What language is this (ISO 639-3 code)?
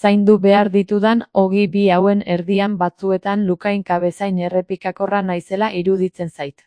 eus